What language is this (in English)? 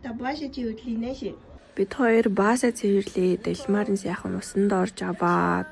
Mongolian